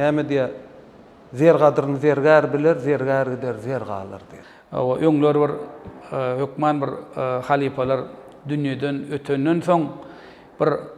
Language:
Turkmen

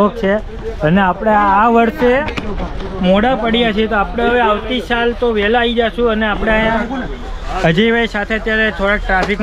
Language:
Gujarati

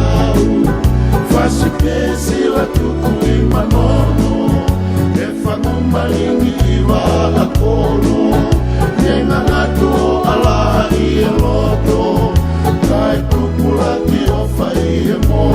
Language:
Tongan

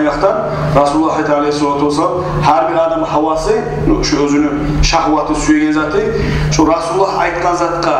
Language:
Kumyk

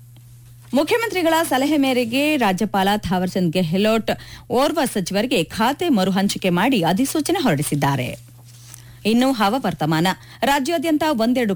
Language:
Kannada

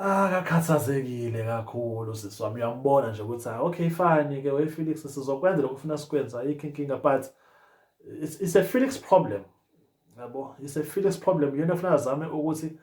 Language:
Zulu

